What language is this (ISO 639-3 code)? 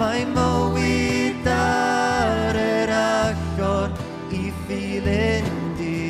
cym